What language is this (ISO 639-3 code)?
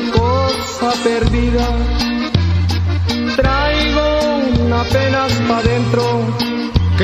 spa